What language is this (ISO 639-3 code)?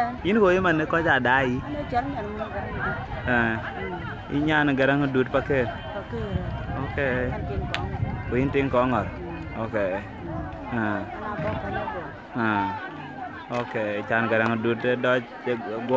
din